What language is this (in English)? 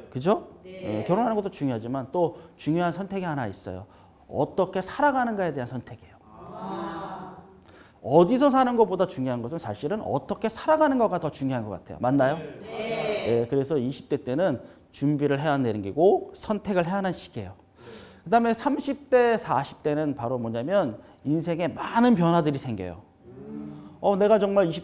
Korean